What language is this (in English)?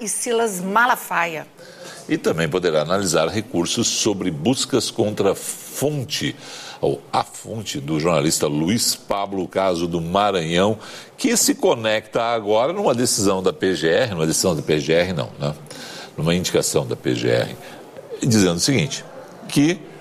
Portuguese